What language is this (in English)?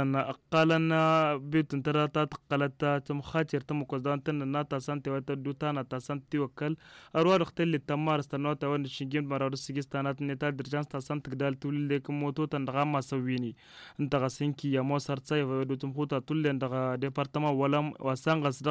Tamasheq